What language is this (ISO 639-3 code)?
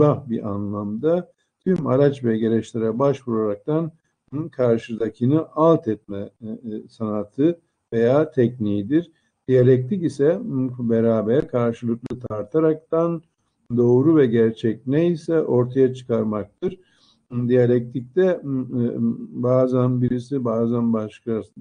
tur